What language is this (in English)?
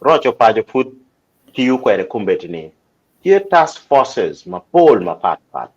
Acoli